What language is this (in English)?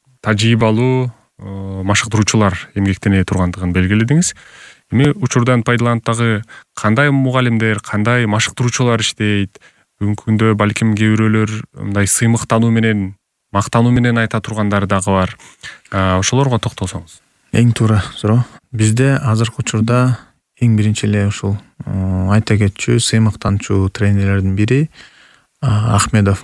Kyrgyz